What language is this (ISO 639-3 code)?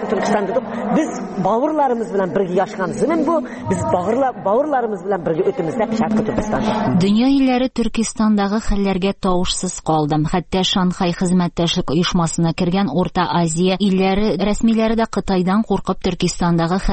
tat